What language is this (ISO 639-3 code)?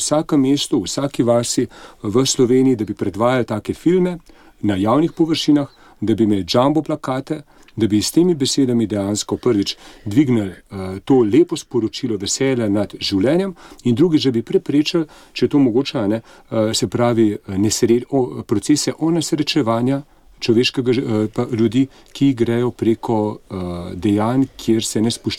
slv